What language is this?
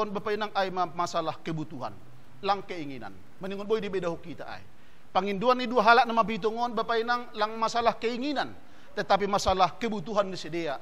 Batak Simalungun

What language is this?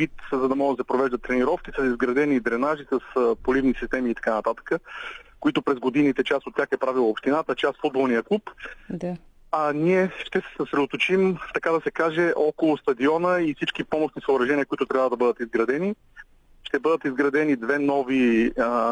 Bulgarian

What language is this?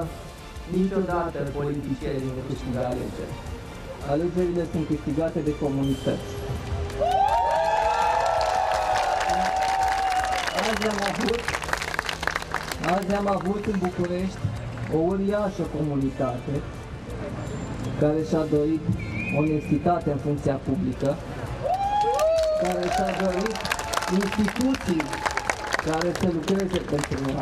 Romanian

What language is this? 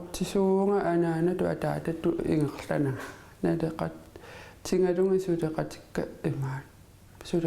Kalaallisut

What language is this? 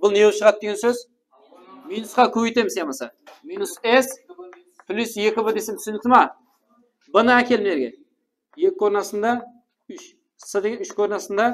Kara-Kalpak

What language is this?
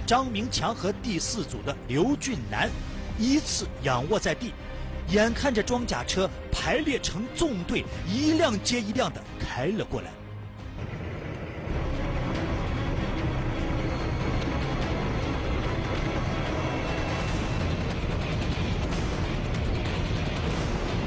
Chinese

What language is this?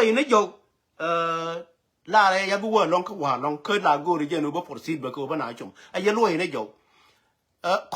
Nuer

